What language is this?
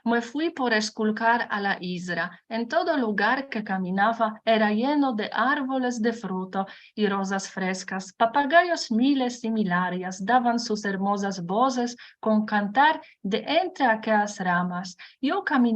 Ladino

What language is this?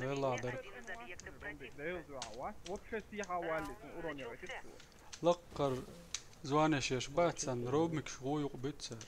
Chechen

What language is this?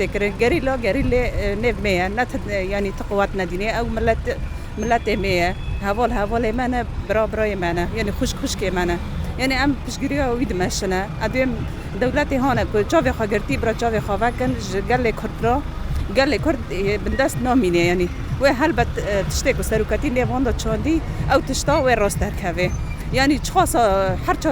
Kurdish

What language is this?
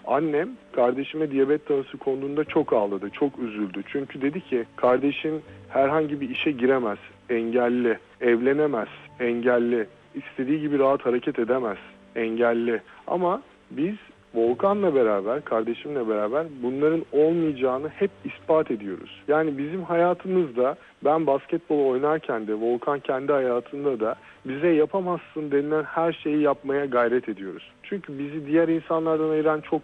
Turkish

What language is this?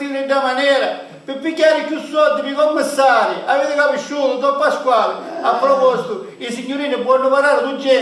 Sicilian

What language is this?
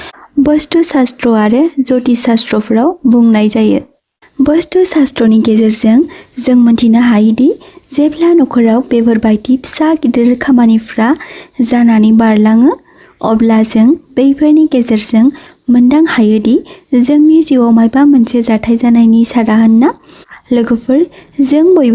Bodo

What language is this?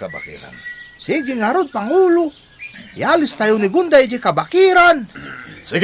Iloko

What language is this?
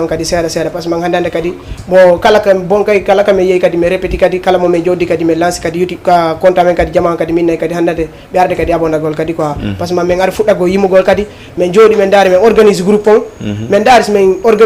Fula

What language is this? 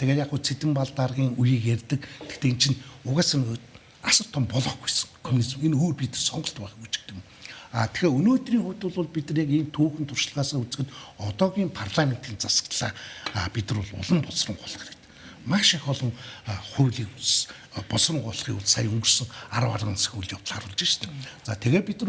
Mongolian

